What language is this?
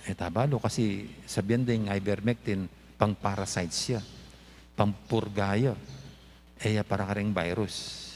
Pampanga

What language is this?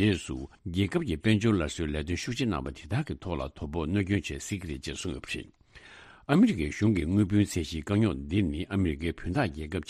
Tibetan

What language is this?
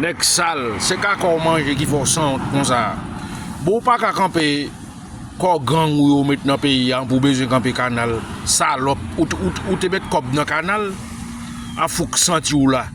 Haitian Creole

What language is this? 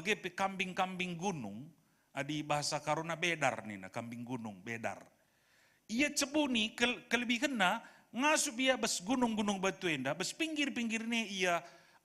Batak Karo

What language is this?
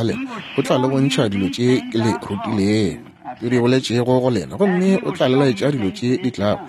Northern Sotho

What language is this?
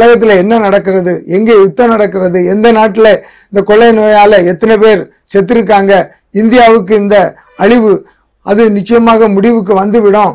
Tamil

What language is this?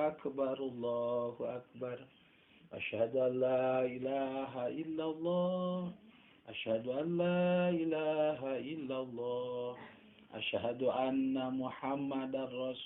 Sundanese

